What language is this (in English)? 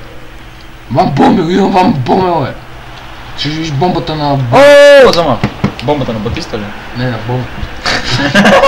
Bulgarian